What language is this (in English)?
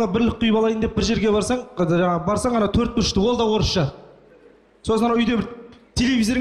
Kazakh